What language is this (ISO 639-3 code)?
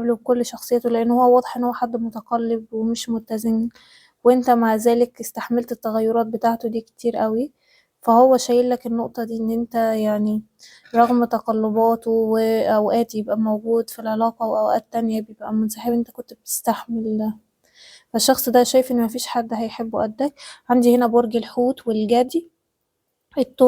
arz